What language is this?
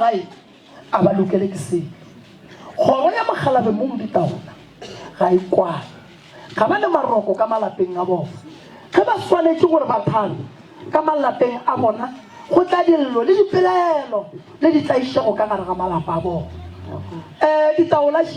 Northern Sotho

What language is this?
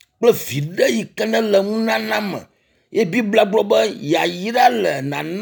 Ewe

